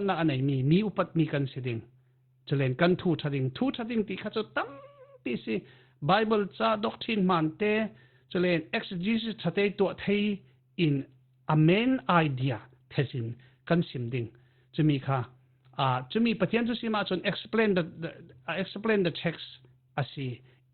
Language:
Falam Chin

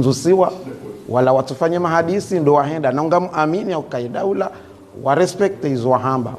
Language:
Ngazidja Comorian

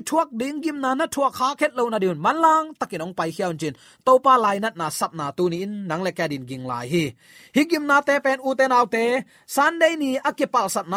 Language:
Tedim Chin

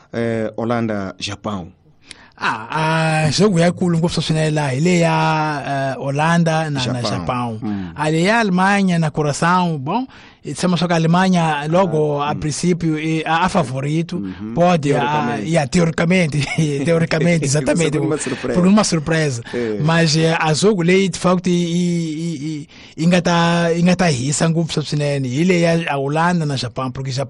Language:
Tsonga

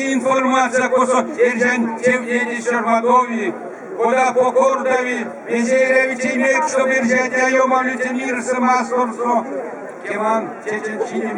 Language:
Erzya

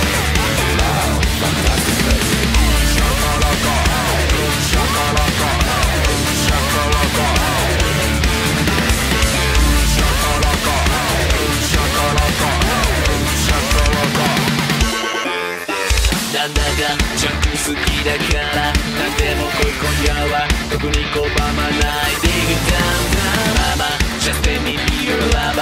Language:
Japanese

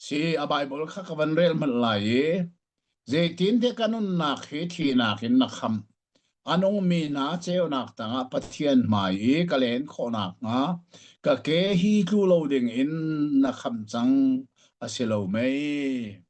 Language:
Hakha Chin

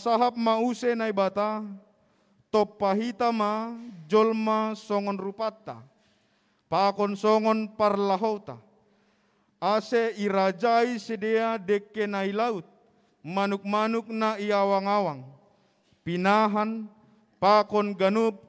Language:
Batak Simalungun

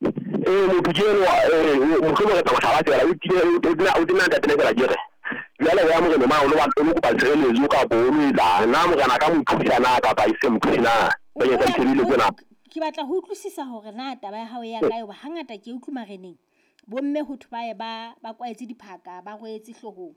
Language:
Southern Sotho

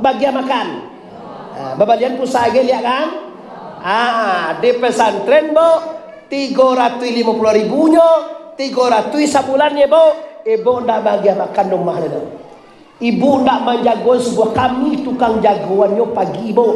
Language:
Minangkabau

